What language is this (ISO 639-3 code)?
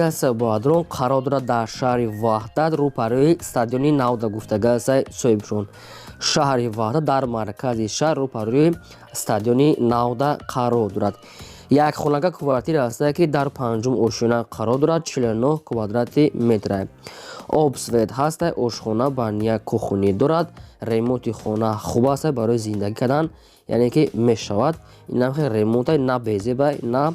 tgk